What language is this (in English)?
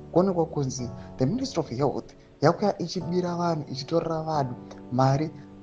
Shona